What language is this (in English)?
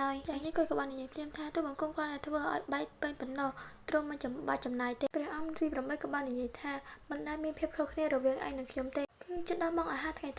Khmer